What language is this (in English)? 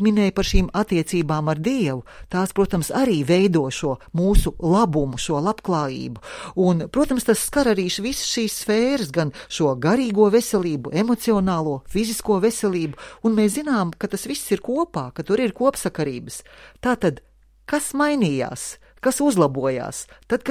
Latvian